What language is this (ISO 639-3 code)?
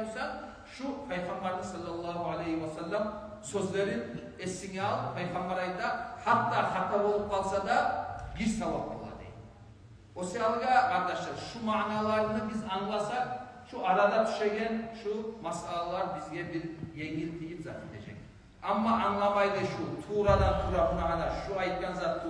kum